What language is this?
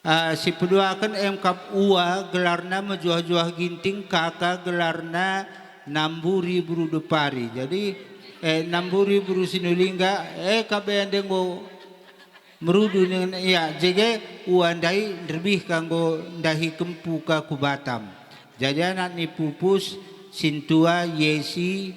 Batak Karo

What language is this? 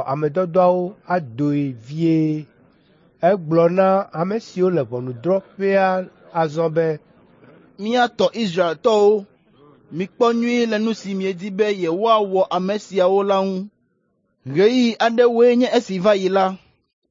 Ewe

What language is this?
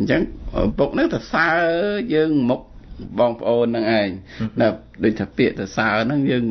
Khmer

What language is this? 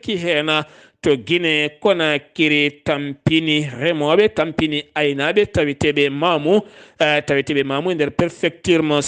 Fula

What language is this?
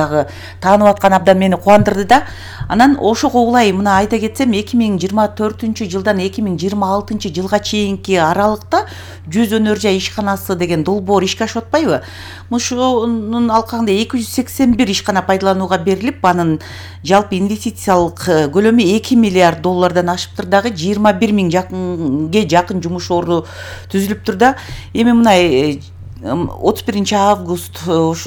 Kyrgyz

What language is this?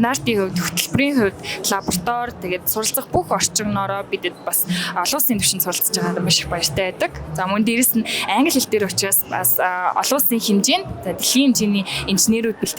Mongolian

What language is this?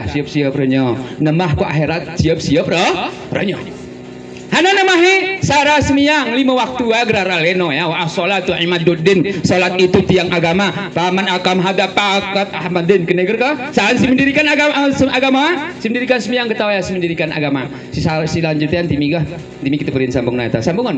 Gayo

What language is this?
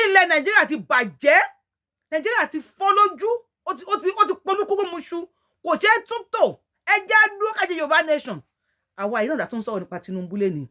Yoruba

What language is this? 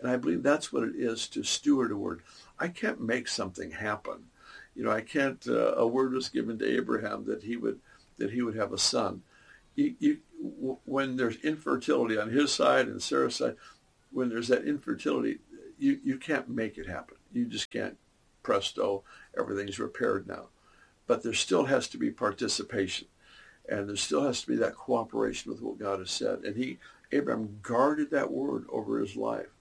English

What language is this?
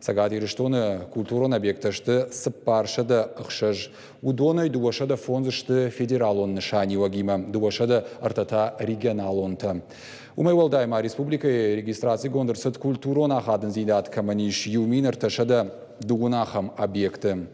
Ossetic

